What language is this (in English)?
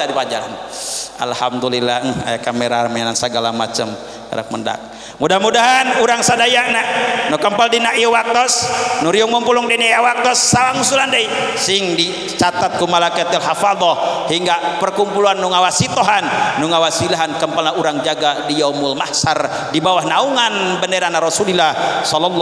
Sundanese